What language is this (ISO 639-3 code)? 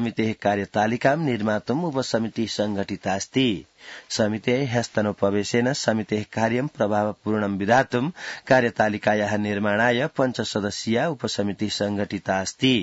san